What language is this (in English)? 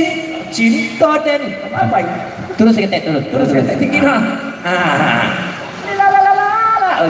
Minangkabau